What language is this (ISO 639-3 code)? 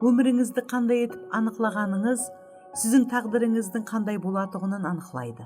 kaa